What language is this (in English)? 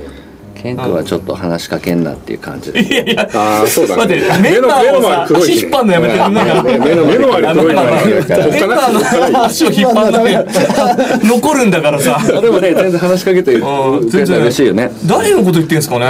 Japanese